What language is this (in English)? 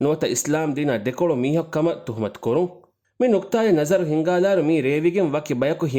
Divehi